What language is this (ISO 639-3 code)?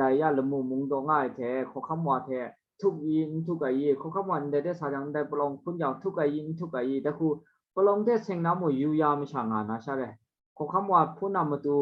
kac